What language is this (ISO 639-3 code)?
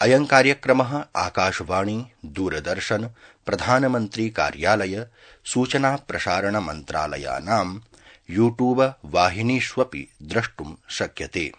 san